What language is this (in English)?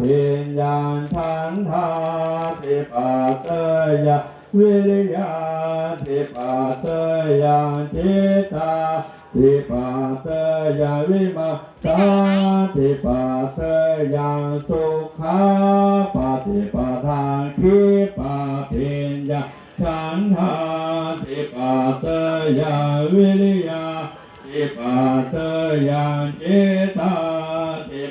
Pali